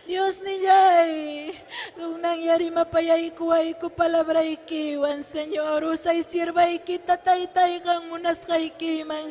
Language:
Ayacucho Quechua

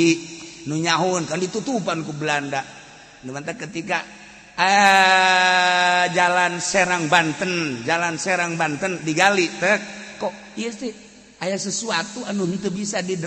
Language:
Sundanese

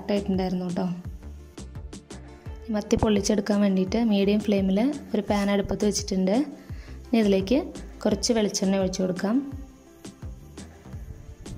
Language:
Malayalam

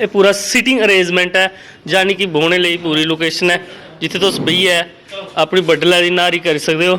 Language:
Dogri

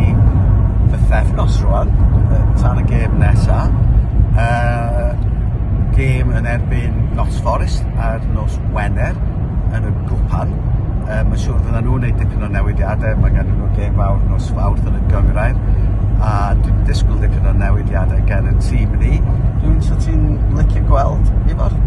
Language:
Welsh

